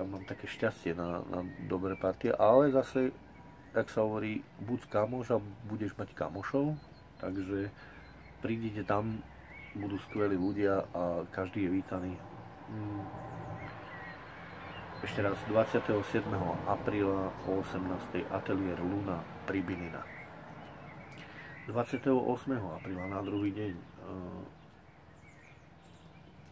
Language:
Slovak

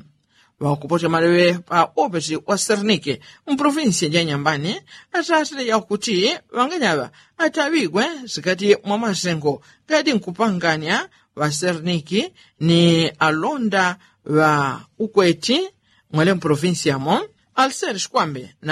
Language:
Yao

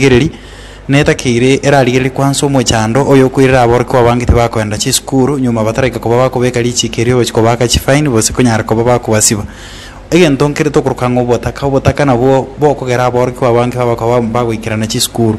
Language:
Gusii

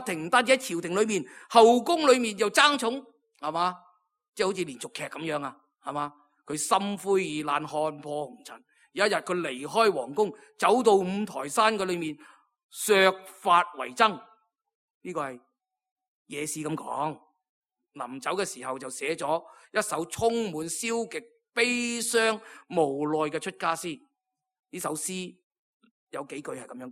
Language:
Cantonese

